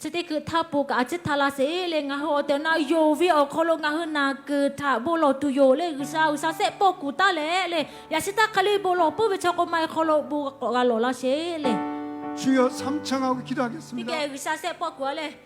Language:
Lahu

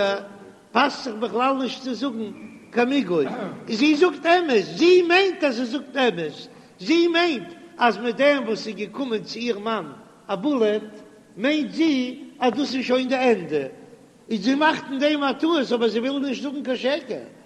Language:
Yiddish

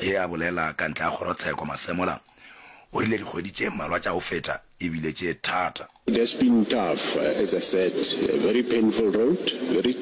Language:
Northern Sotho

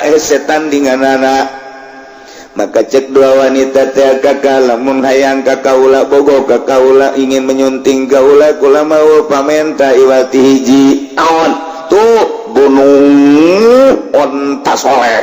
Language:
Sundanese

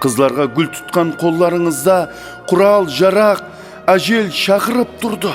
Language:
Kara-Kalpak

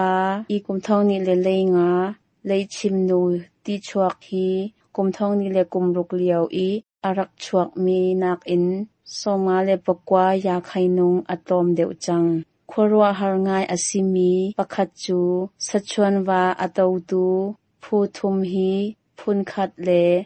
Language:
Hakha Chin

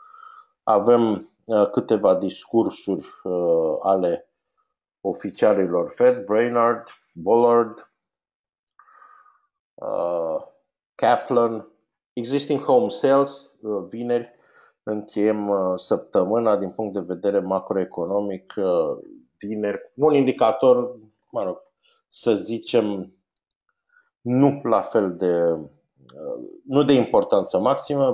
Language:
Romanian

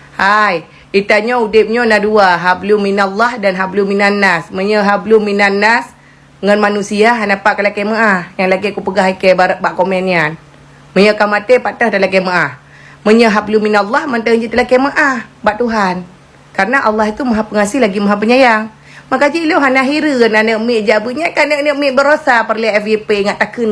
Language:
Achinese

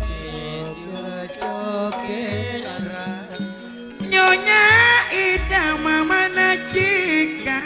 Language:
Madurese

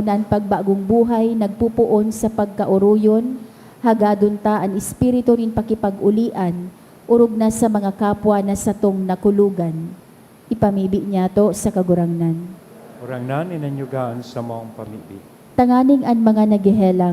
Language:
Bikol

